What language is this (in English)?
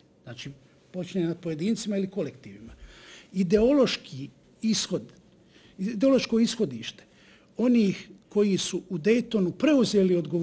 Bosnian